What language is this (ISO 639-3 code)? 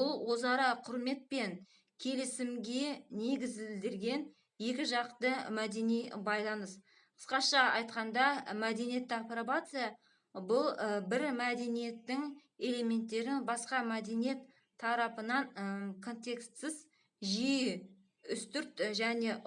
kaz